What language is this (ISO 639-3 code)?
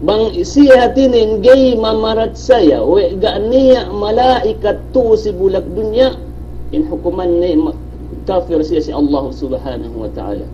yka